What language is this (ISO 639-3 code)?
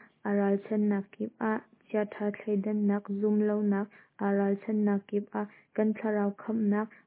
cnh